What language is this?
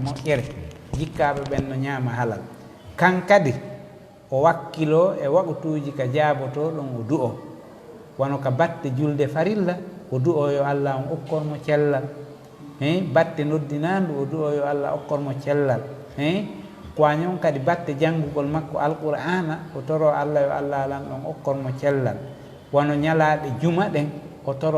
Fula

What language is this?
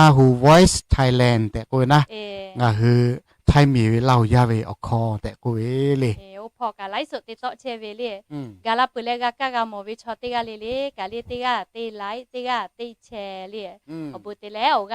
Lahu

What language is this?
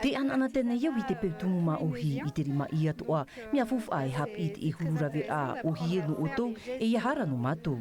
Tahitian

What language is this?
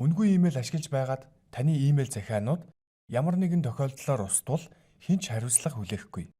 Mongolian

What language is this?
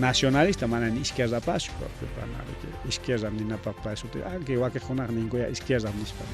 Ayacucho Quechua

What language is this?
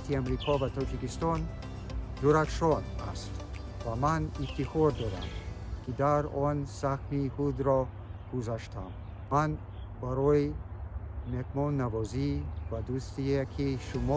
Tajik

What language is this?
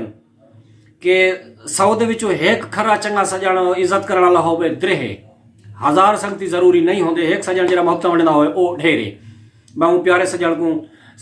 Saraiki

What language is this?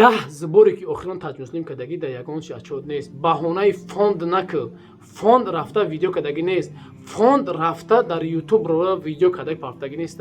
Tajik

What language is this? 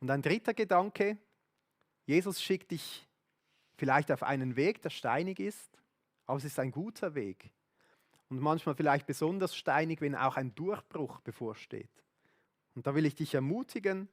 Swiss German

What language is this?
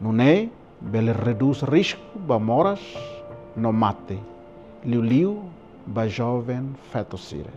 Tetum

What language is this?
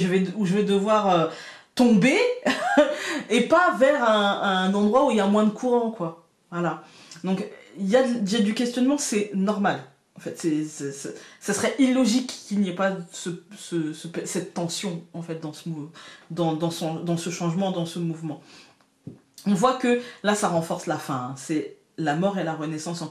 French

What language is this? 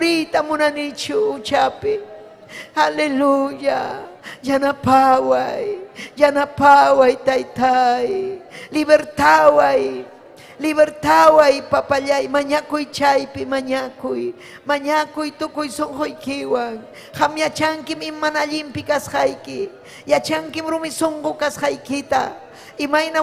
Ayacucho Quechua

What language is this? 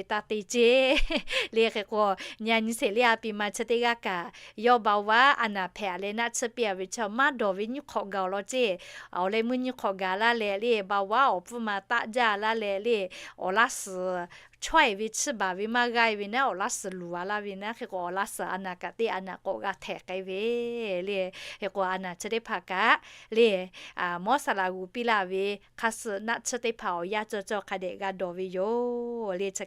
Lahu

